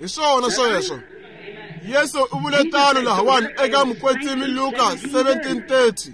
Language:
Tsonga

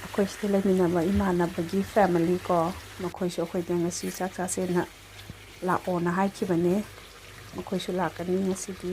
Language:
Manipuri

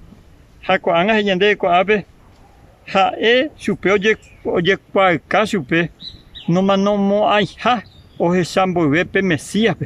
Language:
Guarani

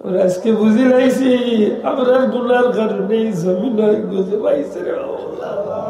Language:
Sylheti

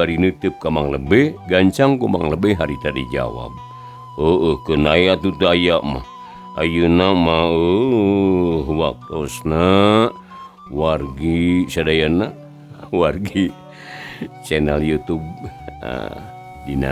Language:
Sundanese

